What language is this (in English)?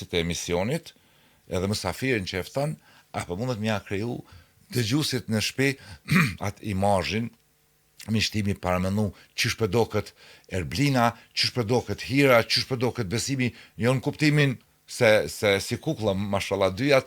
Albanian